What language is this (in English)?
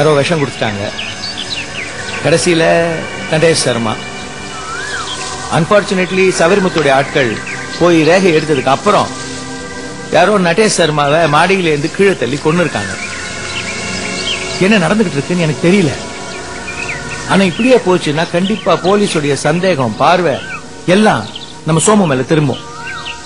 Tamil